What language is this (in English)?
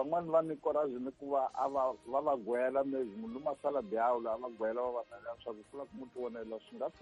Tsonga